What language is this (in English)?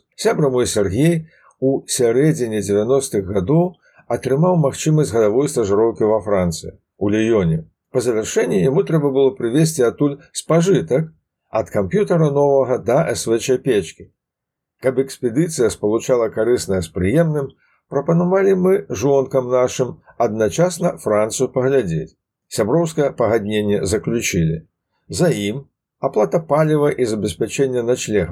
Belarusian